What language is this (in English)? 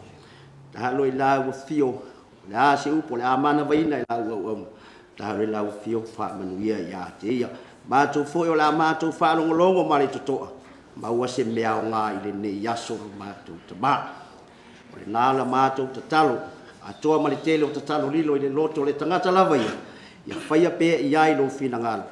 Samoan